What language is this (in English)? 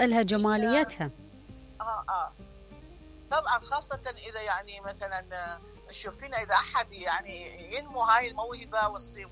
Mesopotamian Arabic